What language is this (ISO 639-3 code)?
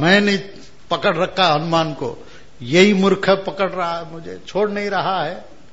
hin